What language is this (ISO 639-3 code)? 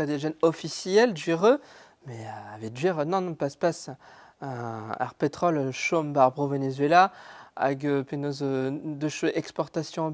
bre